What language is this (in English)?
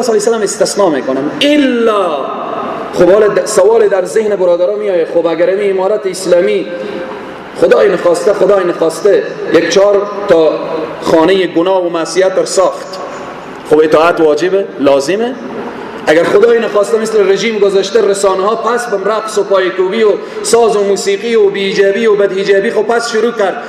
Persian